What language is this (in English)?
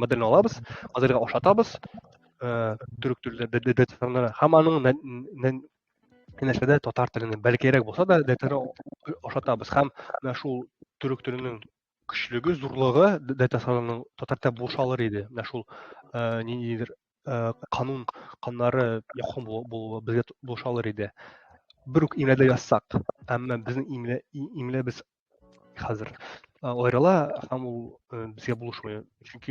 Tatar